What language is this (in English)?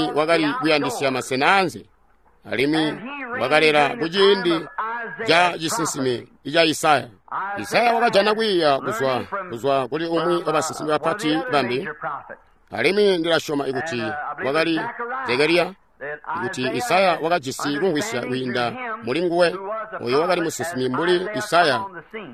Tonga (Zambia)